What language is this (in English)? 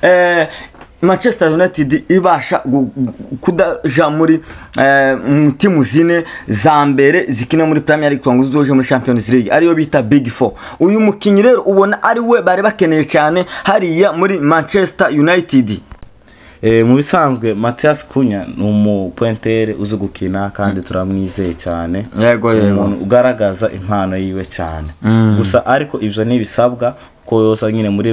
Rundi